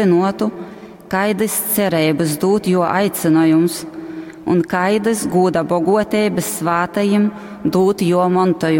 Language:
Latgalian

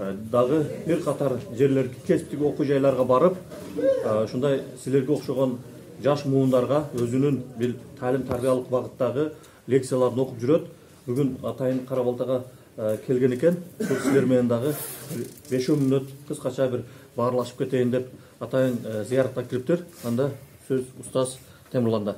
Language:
Kyrgyz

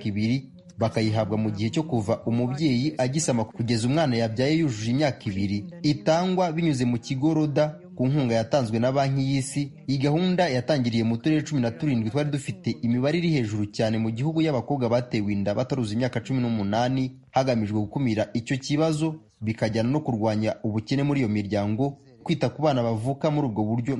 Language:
Kinyarwanda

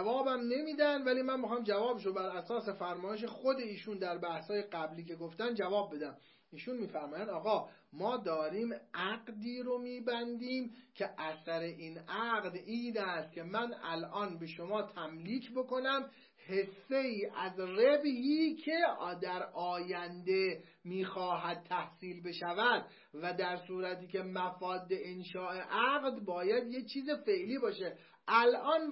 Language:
Persian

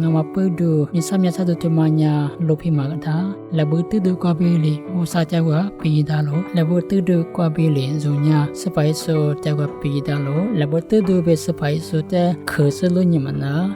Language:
Lisu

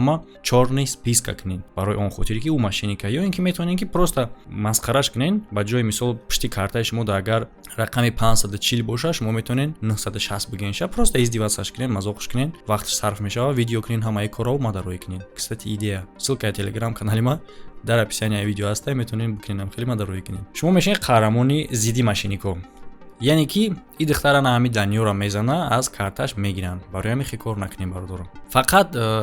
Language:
Tajik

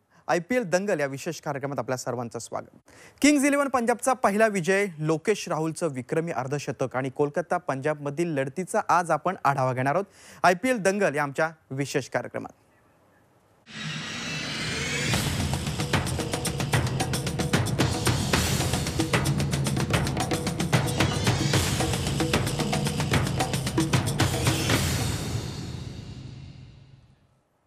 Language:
Marathi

